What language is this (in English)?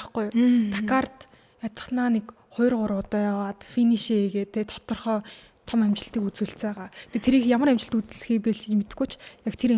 Mongolian